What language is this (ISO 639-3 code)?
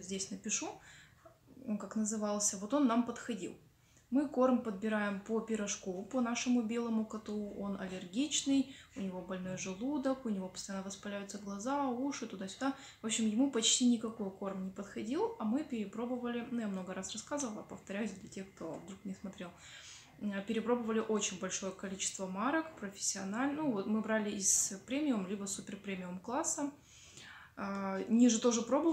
rus